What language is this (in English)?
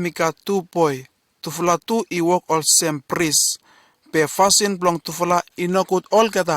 Bislama